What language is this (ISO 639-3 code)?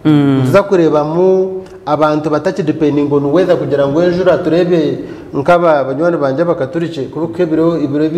nyn